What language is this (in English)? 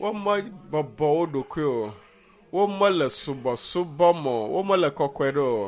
Ewe